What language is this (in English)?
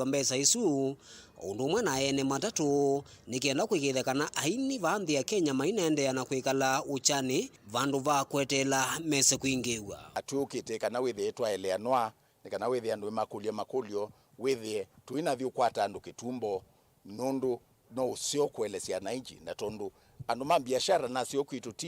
Kamba